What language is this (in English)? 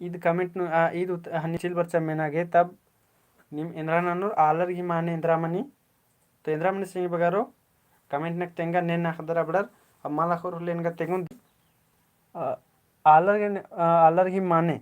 Kurukh